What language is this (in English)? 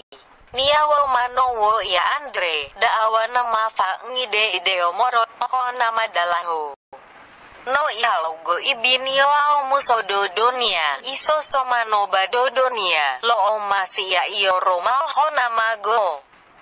Nias